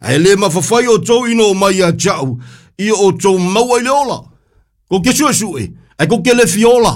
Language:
Samoan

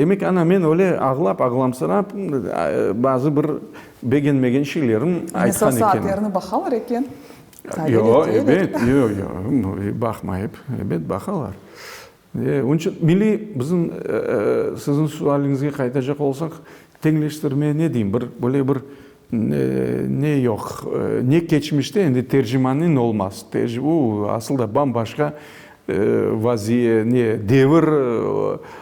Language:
Crimean Tatar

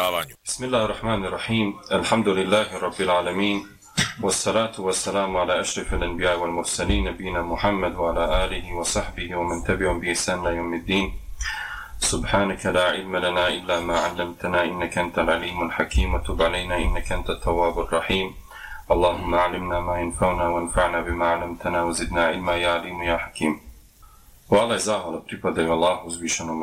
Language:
Bosnian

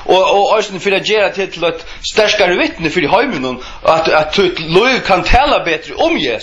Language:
Faroese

